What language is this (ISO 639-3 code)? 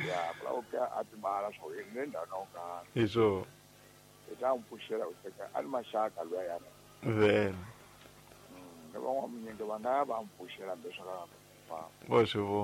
tso